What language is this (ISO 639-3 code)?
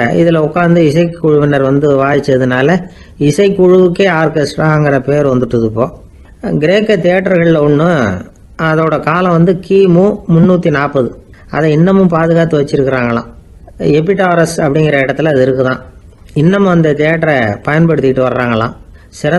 tam